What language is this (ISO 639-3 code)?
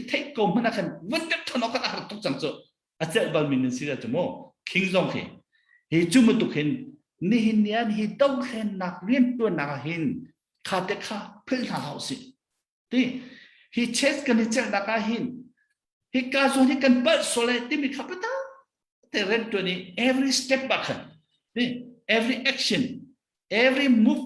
cnh